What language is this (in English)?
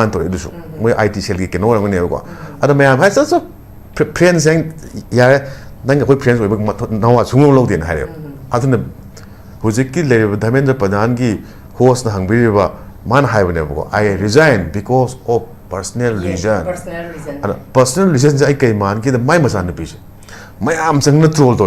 Manipuri